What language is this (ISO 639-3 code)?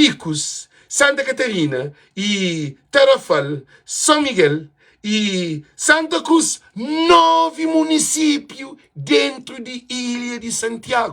kea